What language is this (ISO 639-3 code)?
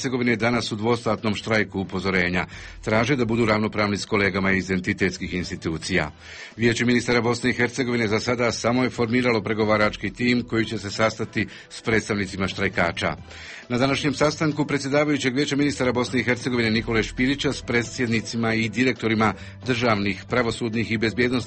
bos